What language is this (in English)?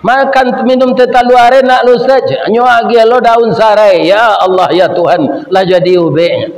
Minangkabau